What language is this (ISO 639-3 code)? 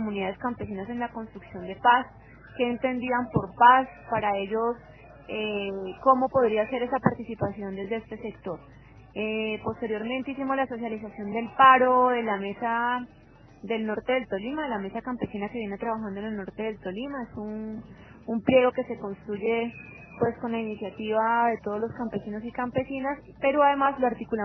spa